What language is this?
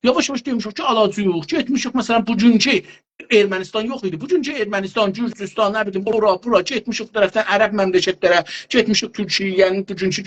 South Azerbaijani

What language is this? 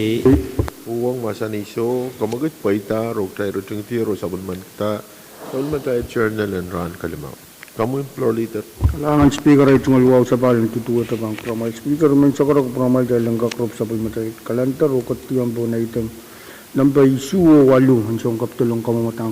Pohnpeian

